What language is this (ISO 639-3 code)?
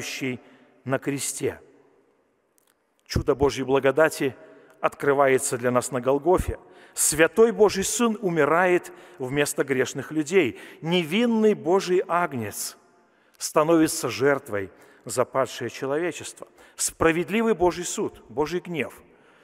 rus